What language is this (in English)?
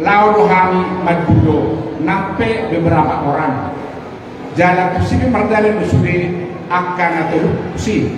Batak Toba